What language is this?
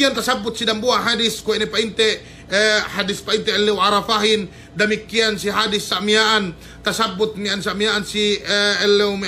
Yakan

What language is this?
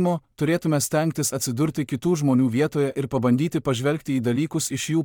Lithuanian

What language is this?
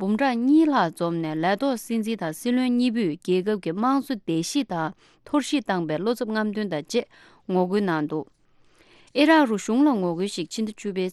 Tibetan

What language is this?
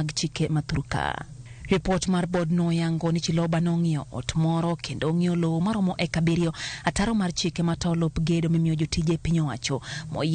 Luo (Kenya and Tanzania)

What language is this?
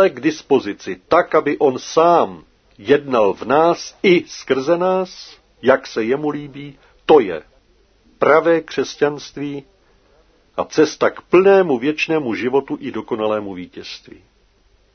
Czech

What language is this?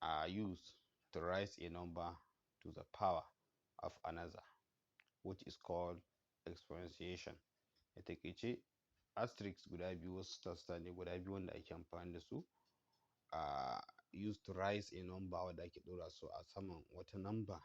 Hausa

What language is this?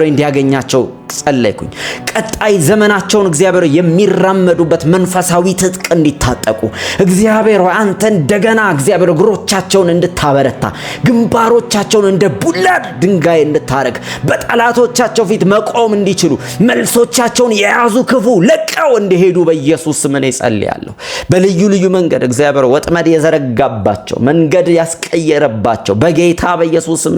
Amharic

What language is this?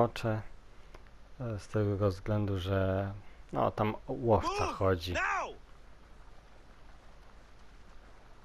Polish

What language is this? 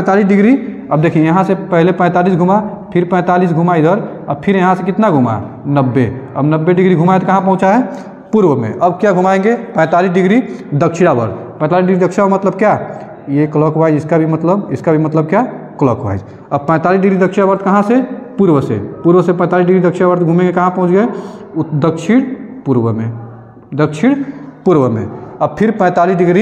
Hindi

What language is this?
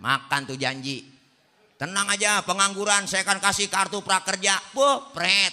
Betawi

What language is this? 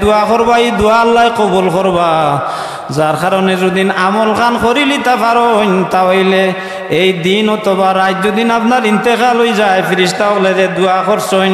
Sylheti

